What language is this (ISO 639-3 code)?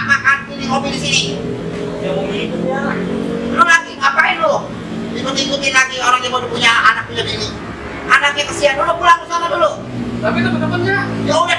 bew